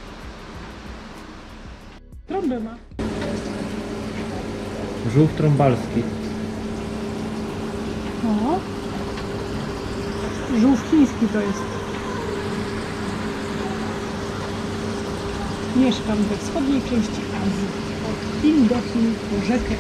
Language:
Polish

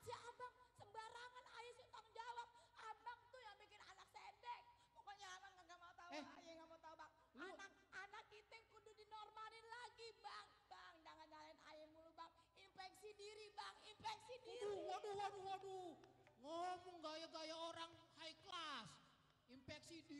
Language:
Betawi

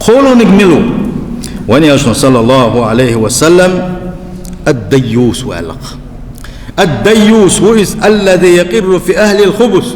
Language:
Chechen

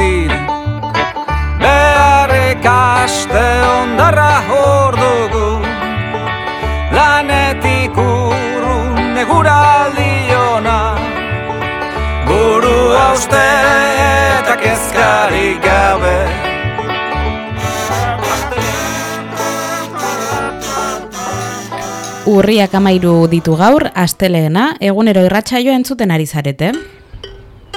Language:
Basque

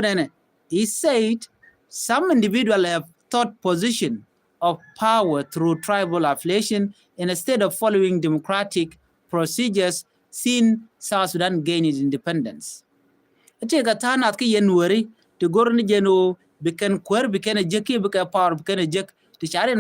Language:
Nuer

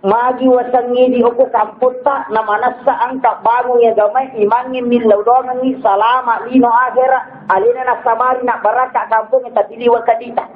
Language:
Buginese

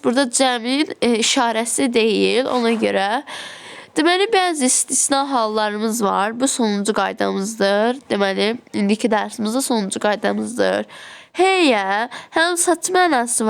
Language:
Azerbaijani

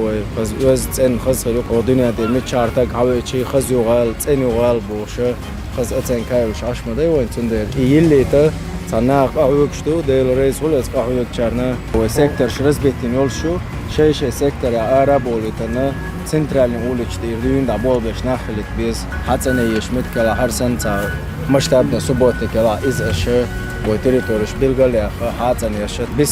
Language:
Chechen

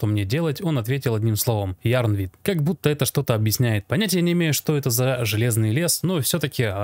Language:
Russian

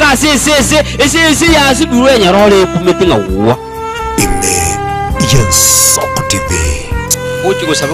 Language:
Gusii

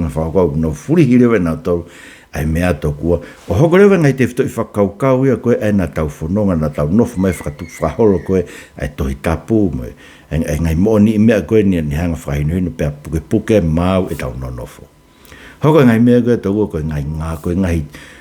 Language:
Tongan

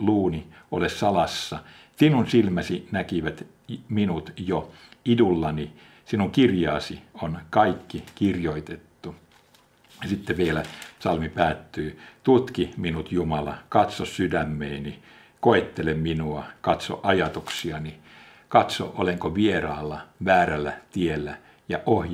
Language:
Finnish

